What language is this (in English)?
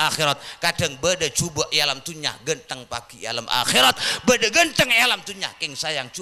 Madurese